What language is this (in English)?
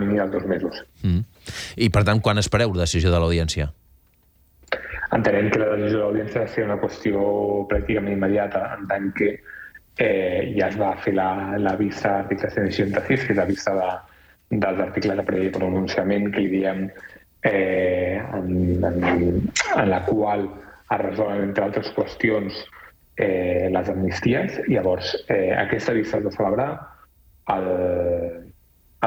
Catalan